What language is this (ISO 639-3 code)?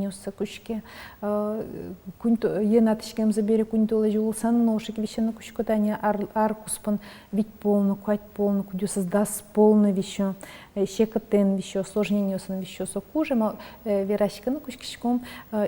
udm